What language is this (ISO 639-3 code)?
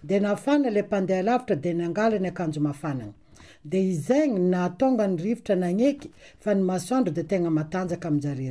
mlg